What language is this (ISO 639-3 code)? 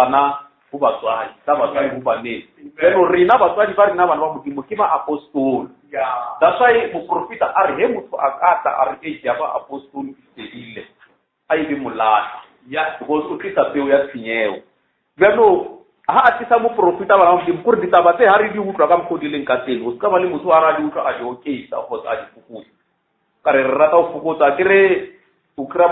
nso